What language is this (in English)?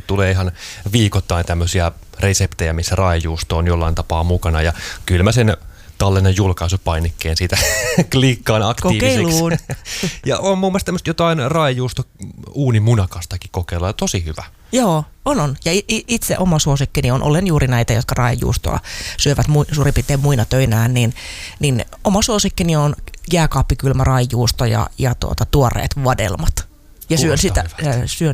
Finnish